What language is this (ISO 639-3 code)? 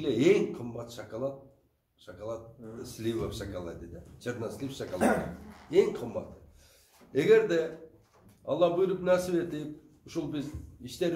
kir